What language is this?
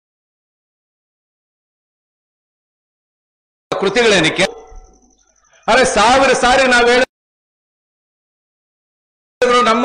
Kannada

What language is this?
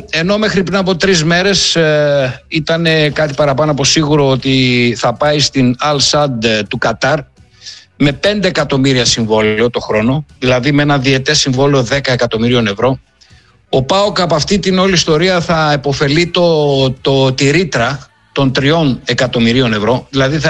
Greek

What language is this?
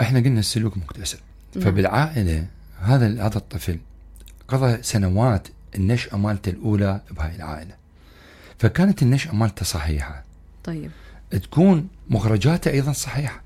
Mesopotamian Arabic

